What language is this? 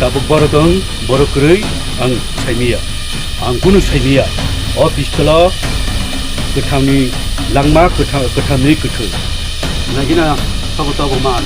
Kok Borok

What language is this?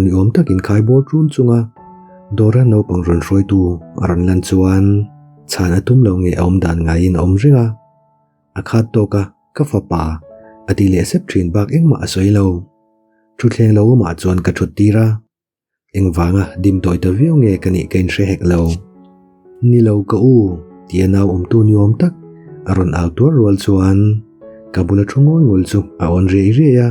Mizo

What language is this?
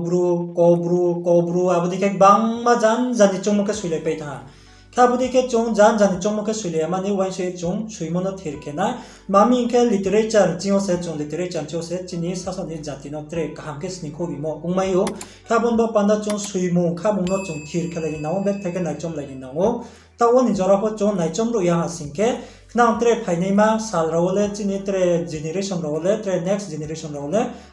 Riang (India)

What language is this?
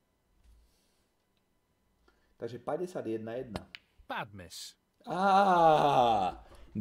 Slovak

